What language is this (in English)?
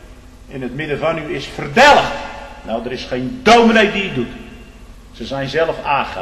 Dutch